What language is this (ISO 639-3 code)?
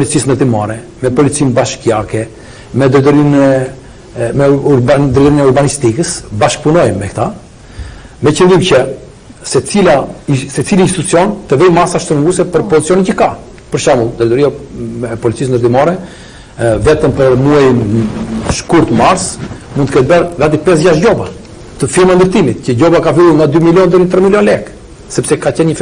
sqi